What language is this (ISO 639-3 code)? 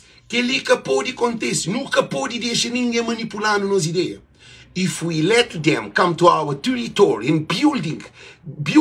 kea